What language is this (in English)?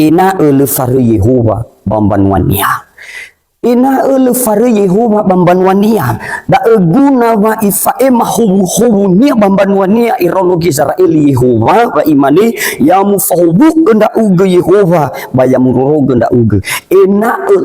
Nias